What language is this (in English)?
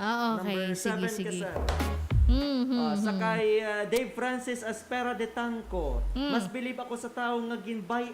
Hiligaynon